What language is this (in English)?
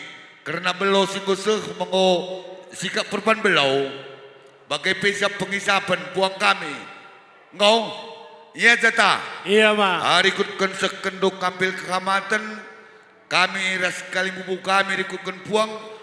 Batak Karo